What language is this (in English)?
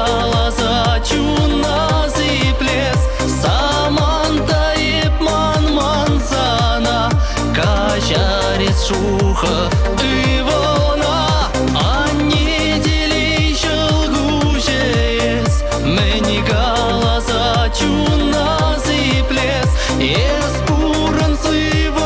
Chuvash